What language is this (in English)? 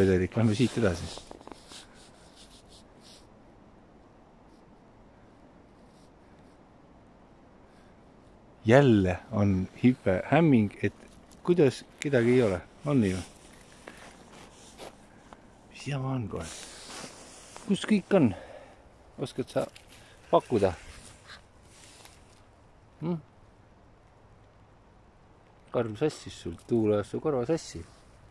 Estonian